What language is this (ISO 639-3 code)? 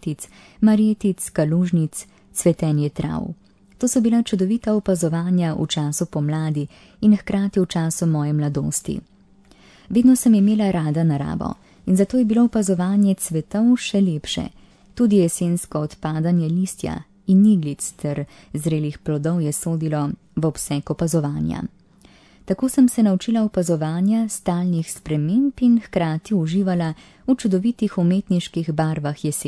slv